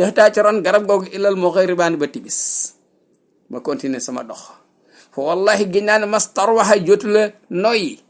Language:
Wolof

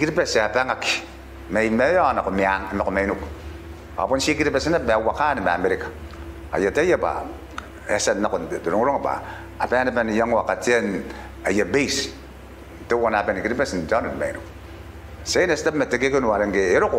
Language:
Gilbertese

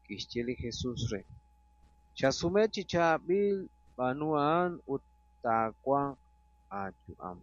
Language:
Kekchí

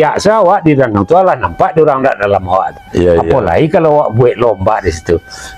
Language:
Minangkabau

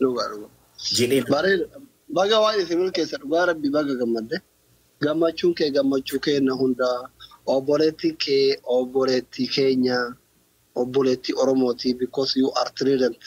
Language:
Oromo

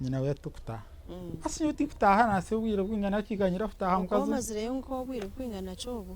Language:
Nyankole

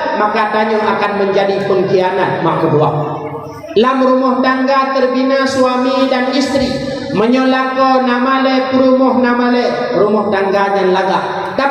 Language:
Achinese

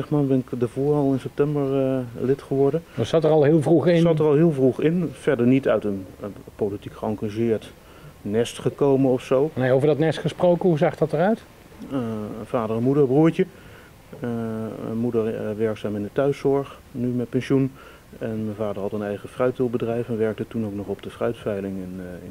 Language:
Dutch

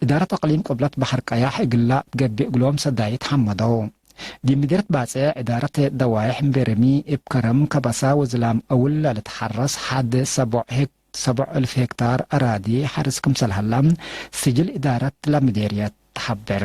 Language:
Tigre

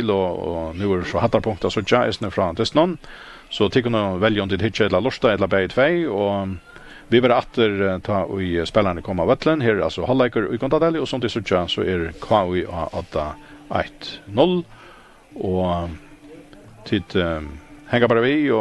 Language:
Faroese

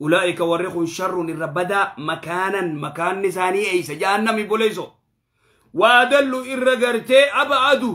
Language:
Oromo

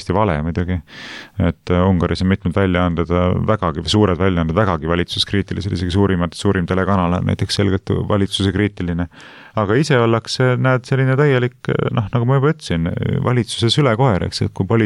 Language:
Estonian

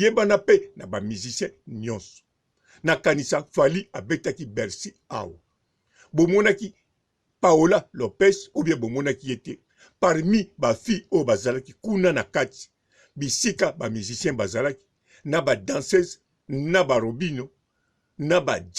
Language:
Lingala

